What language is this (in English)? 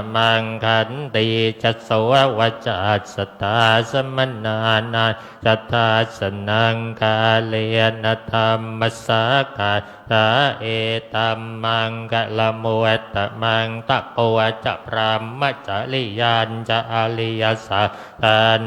Pali